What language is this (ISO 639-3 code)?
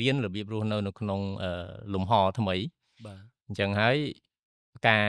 khm